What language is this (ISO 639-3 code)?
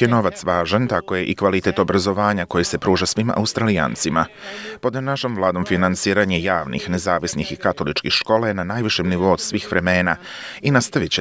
hrv